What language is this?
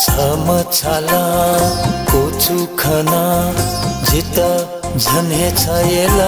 Newari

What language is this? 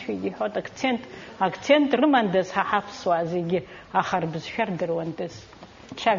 Abkhazian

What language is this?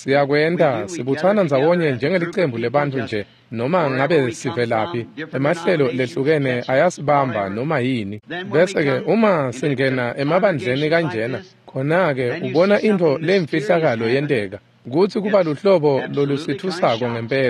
Swati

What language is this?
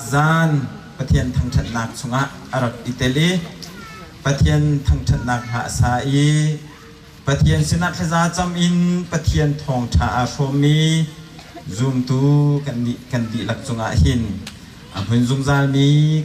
Hakha Chin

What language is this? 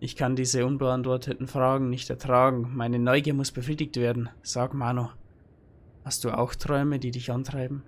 Bavarian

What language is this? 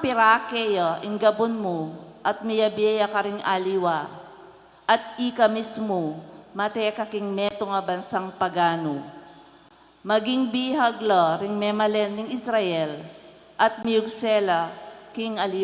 Pampanga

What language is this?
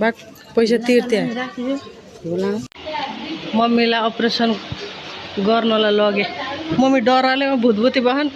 Nepali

